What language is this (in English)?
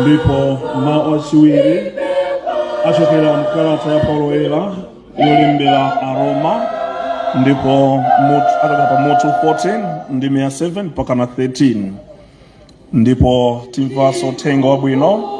Nyanja